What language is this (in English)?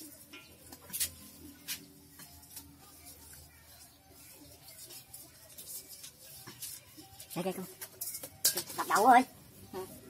Vietnamese